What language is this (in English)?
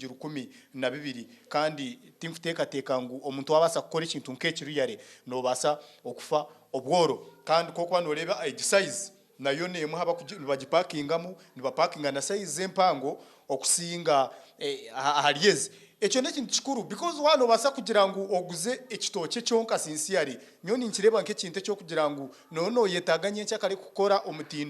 Nyankole